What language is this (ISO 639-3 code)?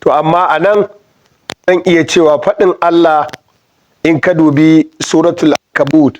hau